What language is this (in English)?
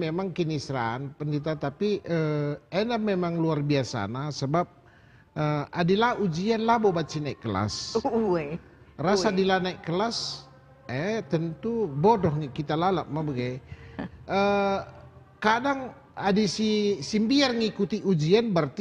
Batak Karo